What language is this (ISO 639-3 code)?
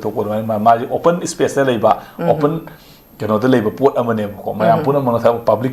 mni